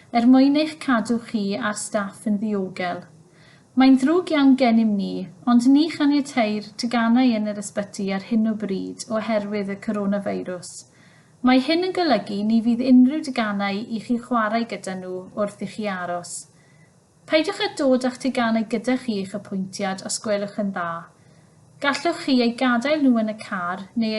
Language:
Welsh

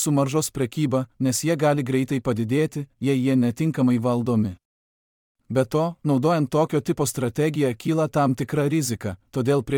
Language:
Lithuanian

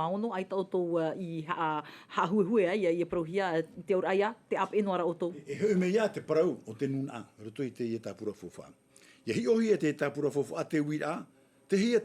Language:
Tahitian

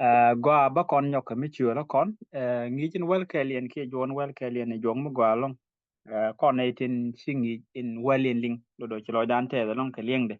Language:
Nuer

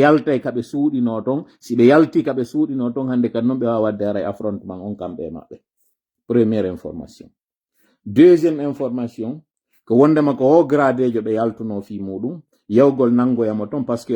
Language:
Pular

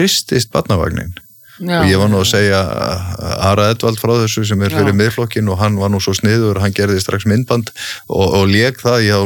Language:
Icelandic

